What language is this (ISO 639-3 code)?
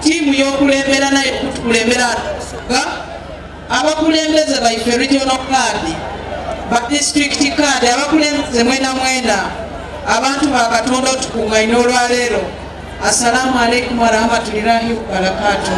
xog